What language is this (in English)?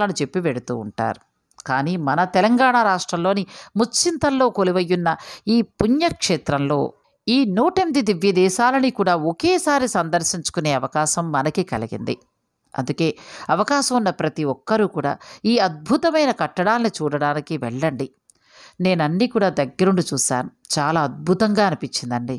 Telugu